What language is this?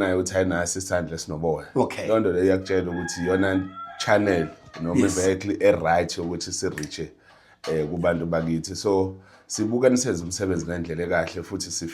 Zulu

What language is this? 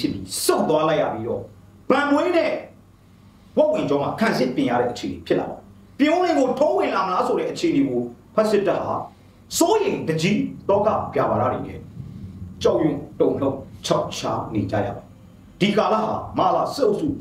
Burmese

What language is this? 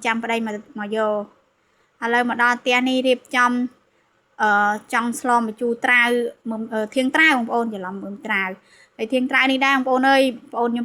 Khmer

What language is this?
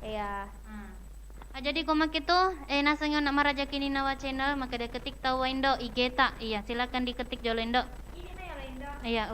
Buginese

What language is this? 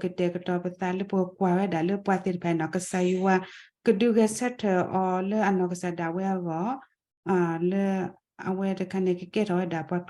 S'gaw Karen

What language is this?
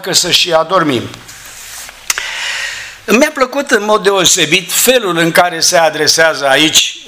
Romanian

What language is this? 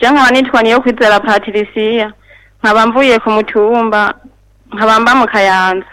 Rundi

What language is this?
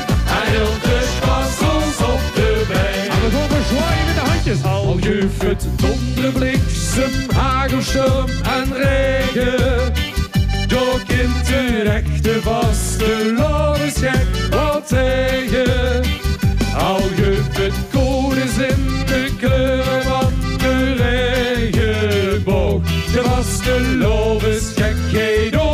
Limburgish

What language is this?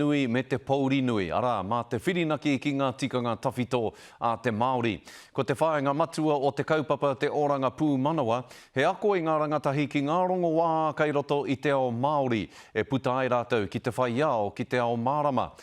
Māori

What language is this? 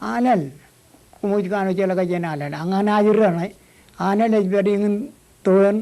Marshallese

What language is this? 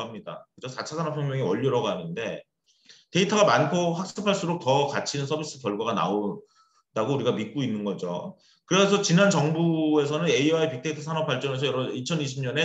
Korean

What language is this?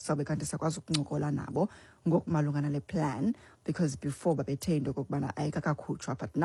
Xhosa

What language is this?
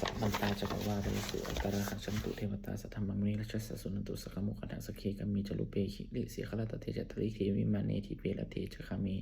Pali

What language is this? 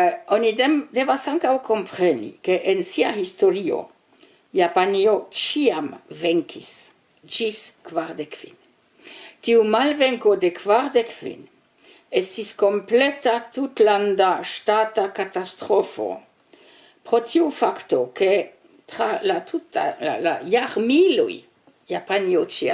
Esperanto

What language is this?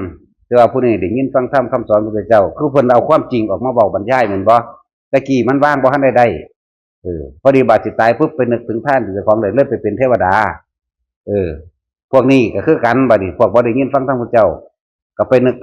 Northeastern Thai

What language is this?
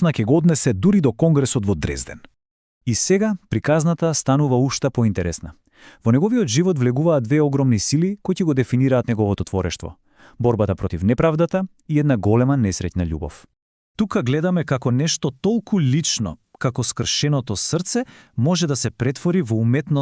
Macedonian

